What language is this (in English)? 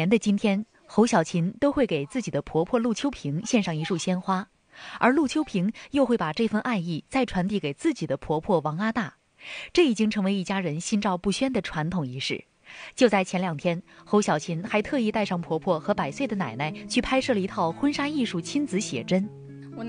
Chinese